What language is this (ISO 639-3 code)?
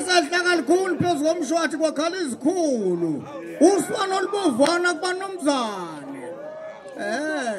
zul